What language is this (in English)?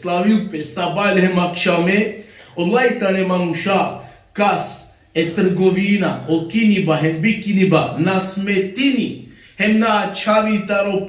Balkan Romani